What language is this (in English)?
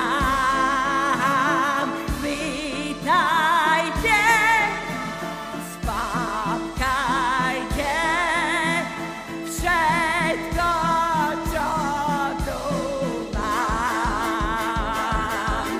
Slovak